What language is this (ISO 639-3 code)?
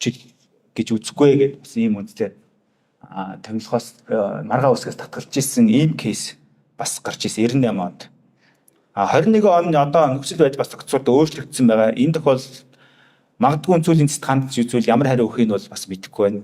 mon